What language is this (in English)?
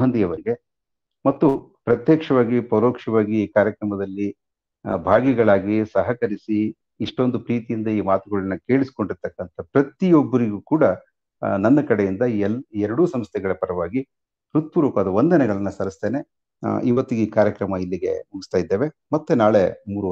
Kannada